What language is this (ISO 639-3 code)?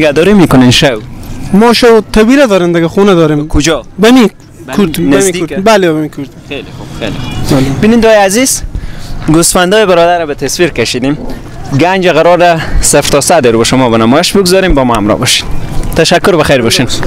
fas